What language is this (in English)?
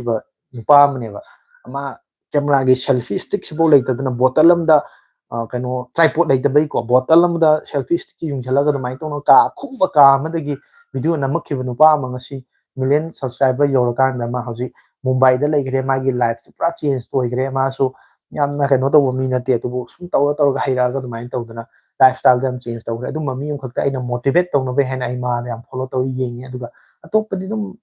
Manipuri